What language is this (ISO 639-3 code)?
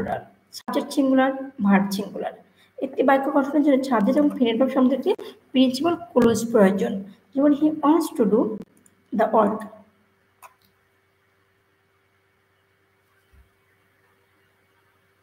ben